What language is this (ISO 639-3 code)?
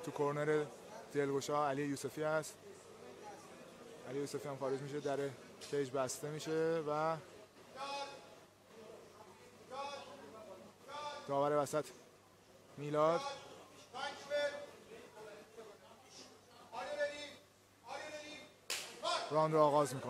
fas